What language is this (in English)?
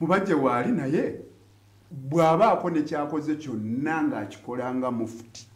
Ganda